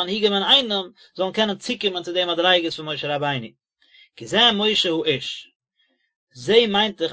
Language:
Yiddish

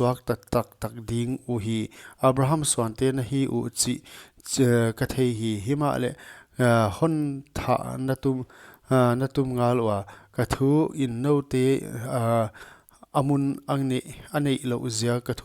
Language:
Paite Chin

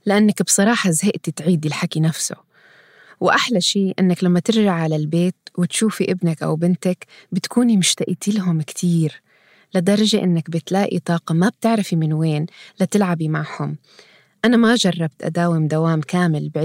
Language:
North Levantine Arabic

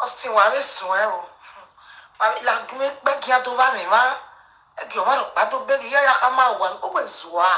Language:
Nigerian Pidgin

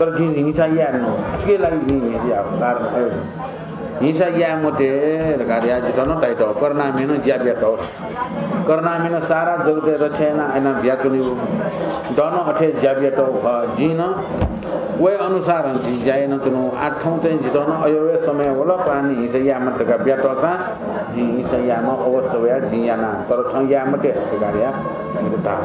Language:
Newari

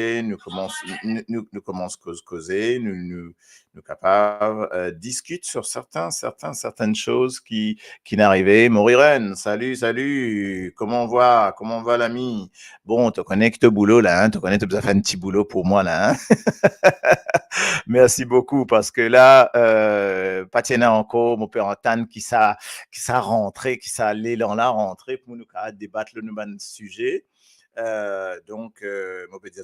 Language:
Morisyen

